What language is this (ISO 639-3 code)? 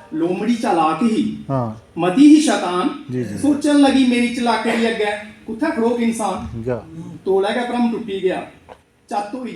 doi